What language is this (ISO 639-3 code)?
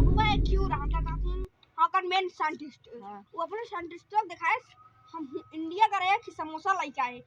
awa